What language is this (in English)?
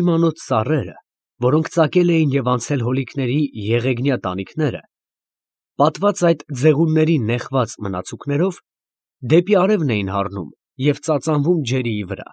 Armenian